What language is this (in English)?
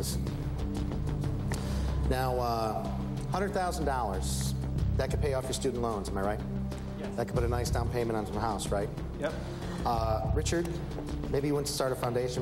English